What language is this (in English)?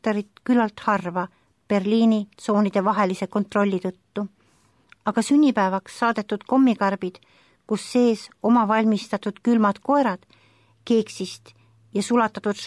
Estonian